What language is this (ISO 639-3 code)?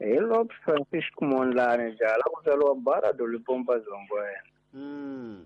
tso